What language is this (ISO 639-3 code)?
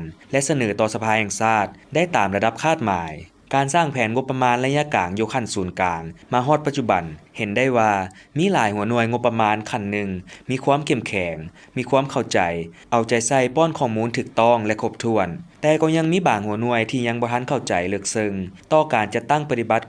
lao